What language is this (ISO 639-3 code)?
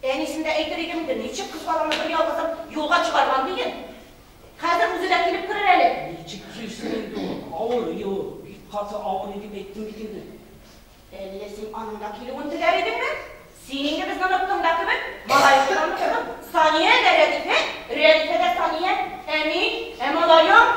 tat